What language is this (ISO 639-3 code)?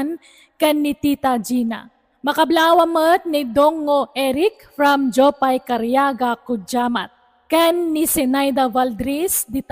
ilo